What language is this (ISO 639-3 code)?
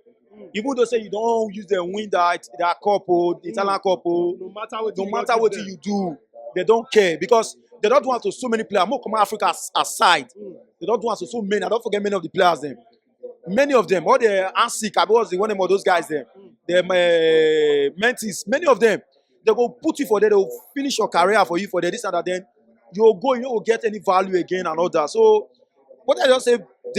pcm